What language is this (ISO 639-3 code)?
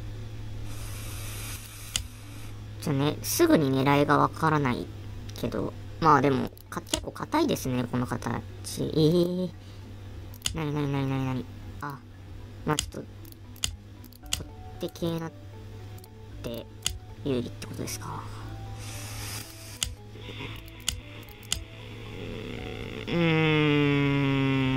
jpn